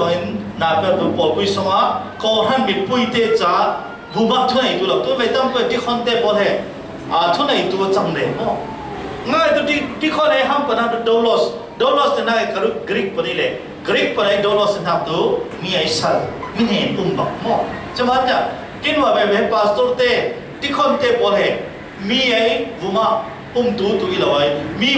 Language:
Falam Chin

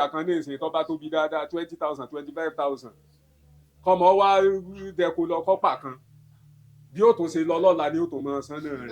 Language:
Yoruba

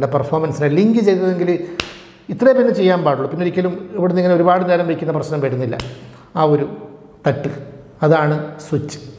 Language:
Malayalam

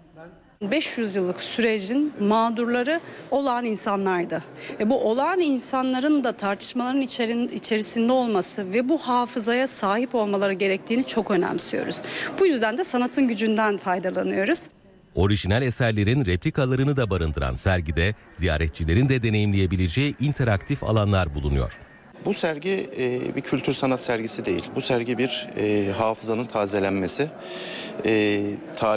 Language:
Turkish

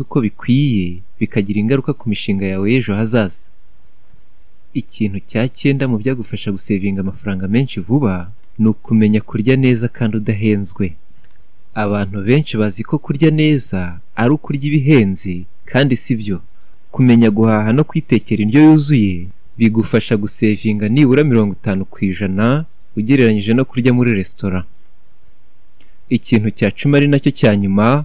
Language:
Kinyarwanda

